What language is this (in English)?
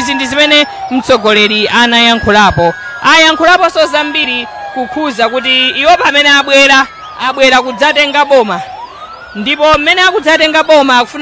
Nyanja